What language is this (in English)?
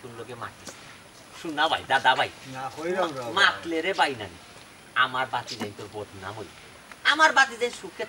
Sylheti